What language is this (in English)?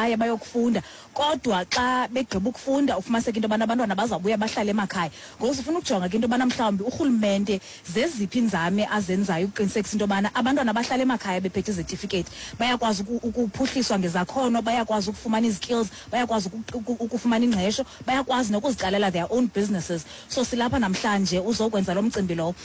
Xhosa